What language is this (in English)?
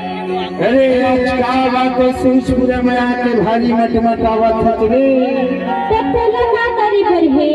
Chhattisgarhi